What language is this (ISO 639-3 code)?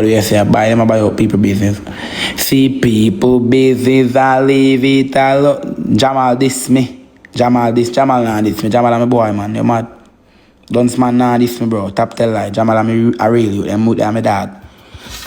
jam